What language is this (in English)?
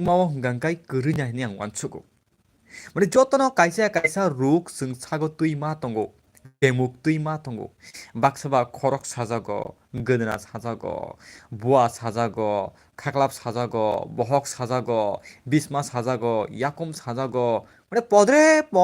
Kok Borok